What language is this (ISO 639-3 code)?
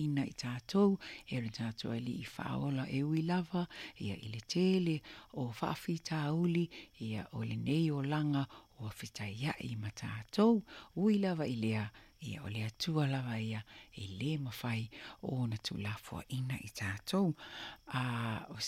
smo